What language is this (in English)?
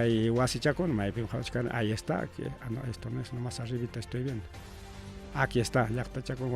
Ayacucho Quechua